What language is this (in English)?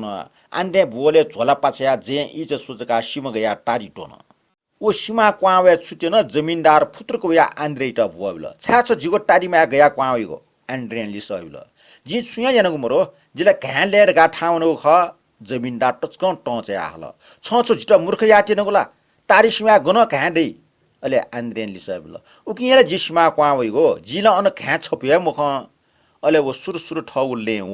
Newari